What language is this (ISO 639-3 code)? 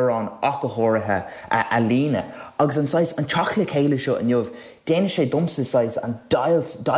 gle